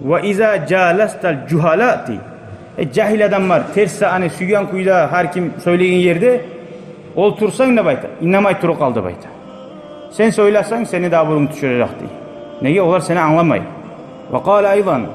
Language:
Kumyk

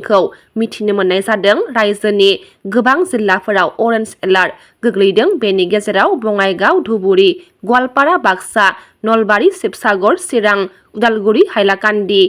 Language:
Bodo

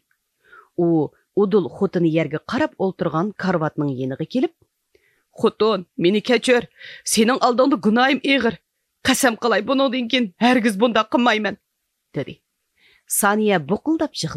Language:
Uyghur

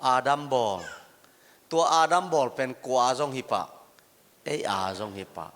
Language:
Tedim Chin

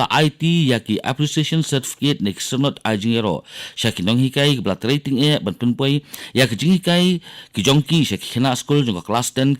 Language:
Khasi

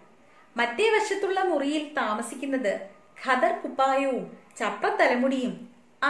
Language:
Malayalam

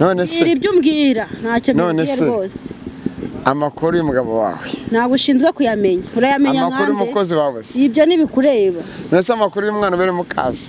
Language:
Kinyarwanda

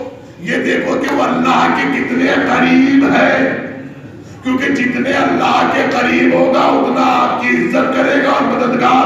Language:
Urdu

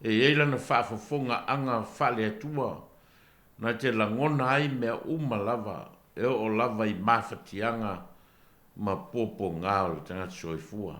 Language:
Samoan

